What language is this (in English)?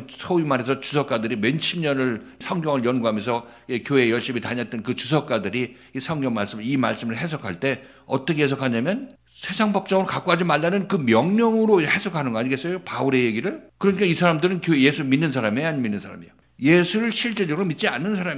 Korean